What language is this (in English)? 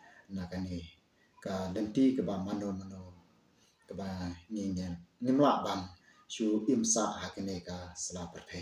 Khasi